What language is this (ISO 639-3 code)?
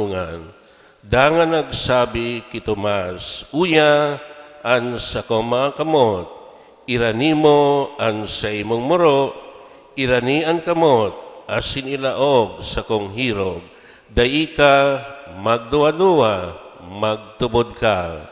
bik